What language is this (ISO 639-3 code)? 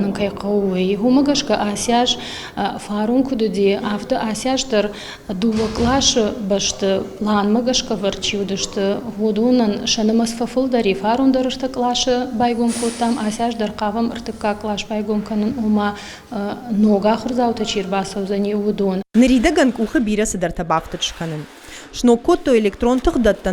oss